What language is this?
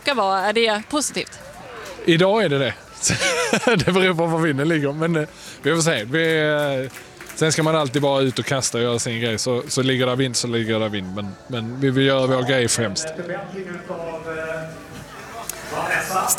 Swedish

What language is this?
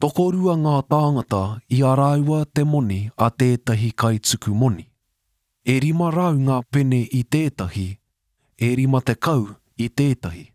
Māori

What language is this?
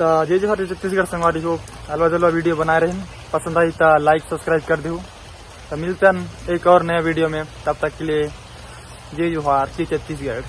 Chhattisgarhi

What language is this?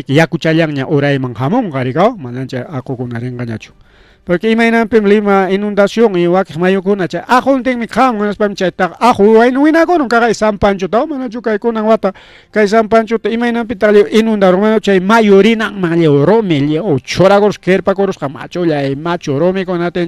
Ayacucho Quechua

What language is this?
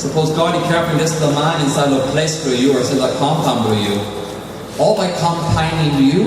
Tok Pisin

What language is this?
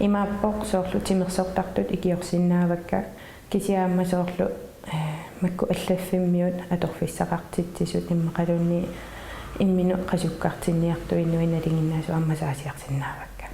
Kalaallisut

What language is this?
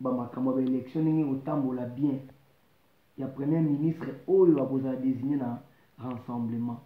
Lingala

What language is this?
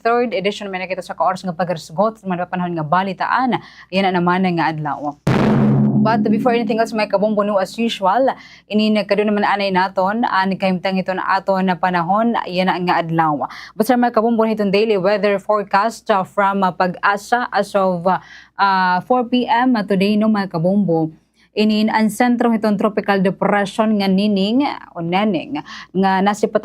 Waray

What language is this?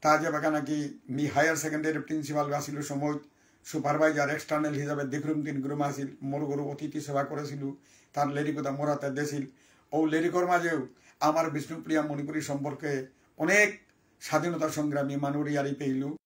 Bishnupriya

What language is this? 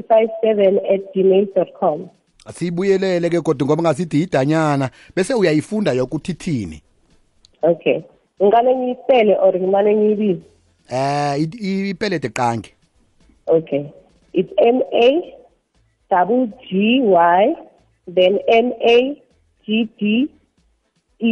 South Ndebele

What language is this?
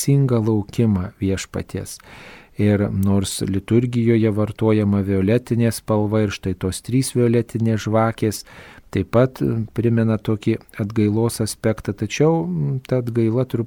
Lithuanian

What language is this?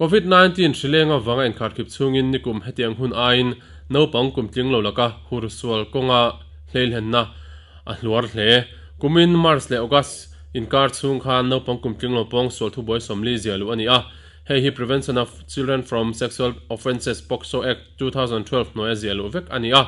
Mizo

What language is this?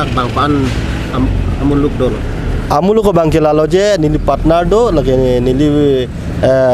Karbi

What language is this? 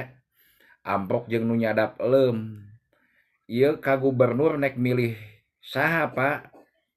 Sundanese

